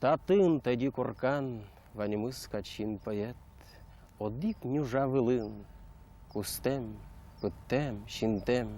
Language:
Udmurt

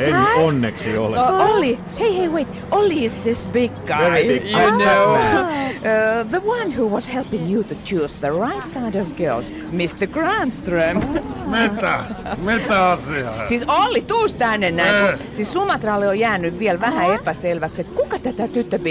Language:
Finnish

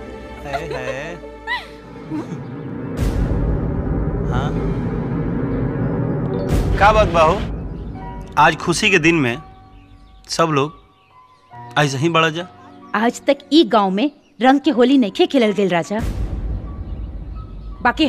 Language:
Bhojpuri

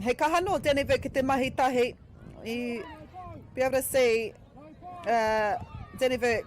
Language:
Māori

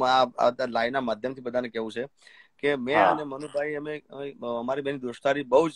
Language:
Gujarati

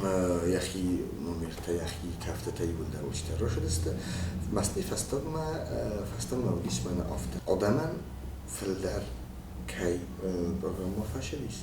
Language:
Ossetic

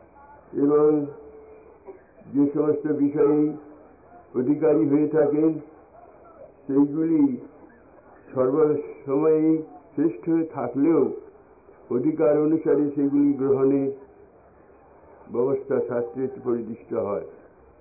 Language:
Bangla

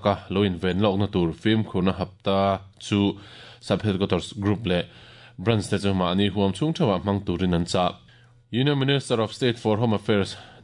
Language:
Mizo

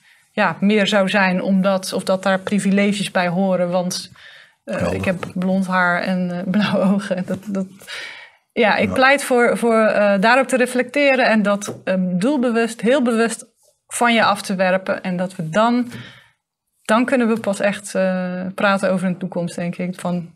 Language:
Dutch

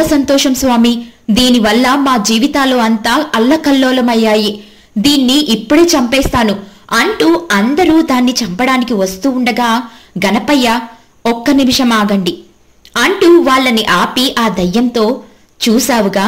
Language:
Telugu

